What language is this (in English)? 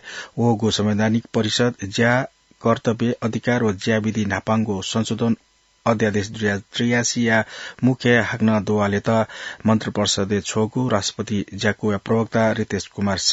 Newari